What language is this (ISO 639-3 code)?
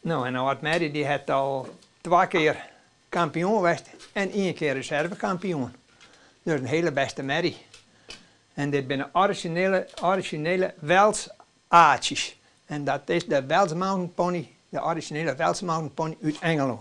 fry